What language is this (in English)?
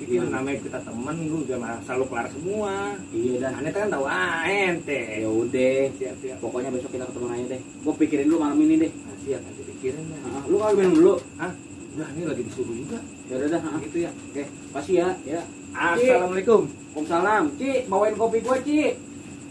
Betawi